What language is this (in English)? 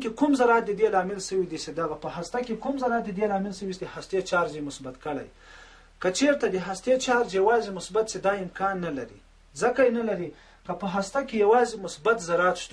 Pashto